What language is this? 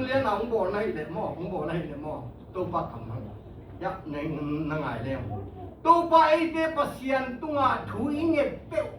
Tedim Chin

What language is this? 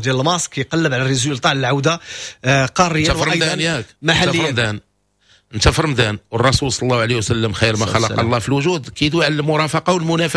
Moroccan Arabic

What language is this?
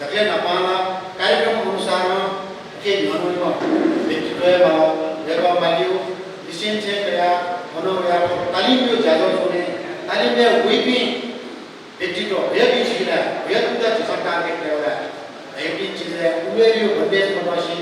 Newari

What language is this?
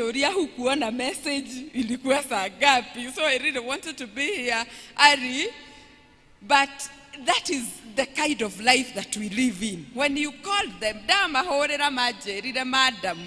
Kikuyu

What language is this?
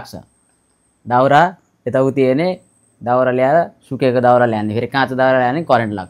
Nepali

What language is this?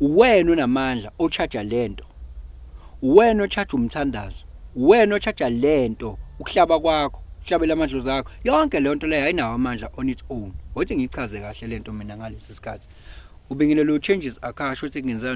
Zulu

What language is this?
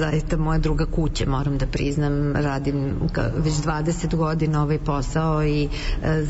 Serbian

